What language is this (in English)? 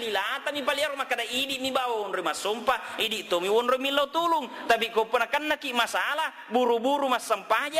Buginese